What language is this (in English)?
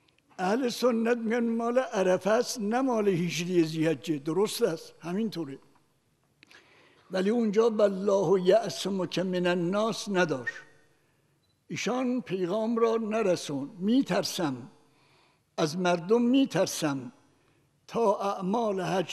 Persian